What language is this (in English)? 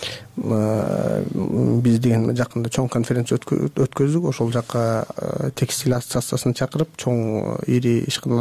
Kyrgyz